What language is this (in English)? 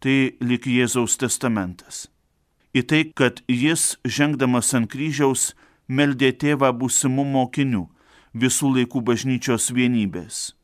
Lithuanian